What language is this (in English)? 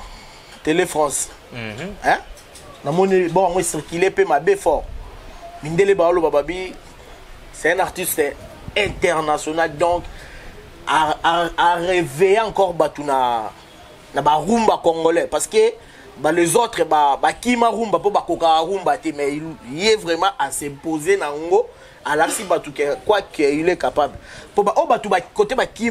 Lingala